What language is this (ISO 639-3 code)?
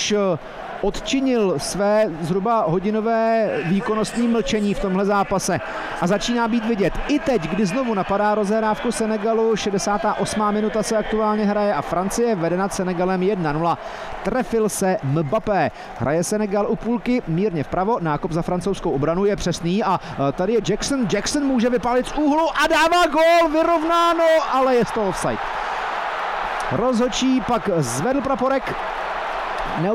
ces